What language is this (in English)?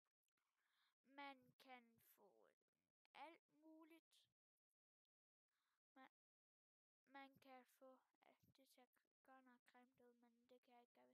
Danish